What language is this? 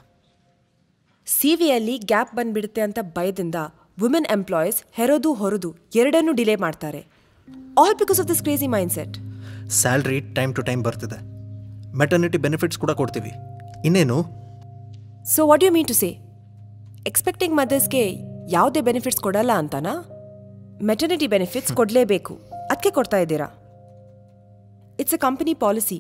Kannada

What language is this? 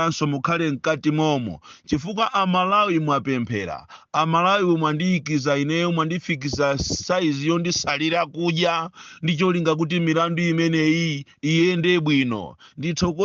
Nyanja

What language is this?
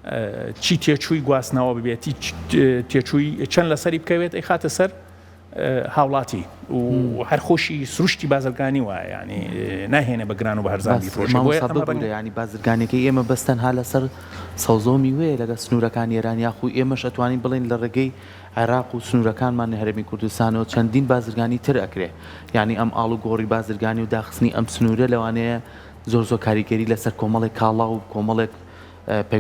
Central Kurdish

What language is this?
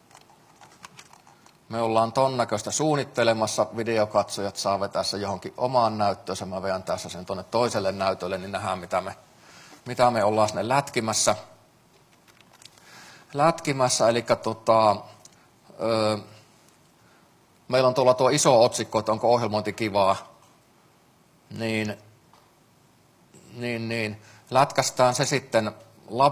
Finnish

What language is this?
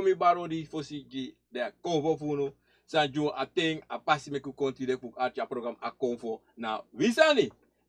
Sranan Tongo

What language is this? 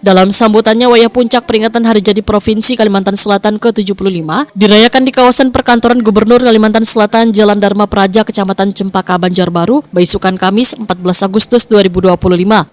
Banjar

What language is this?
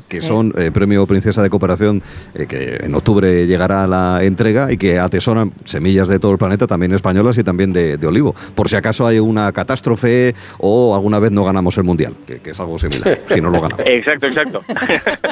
Spanish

